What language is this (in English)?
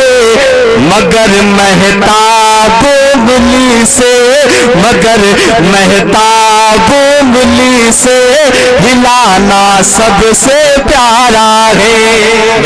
Urdu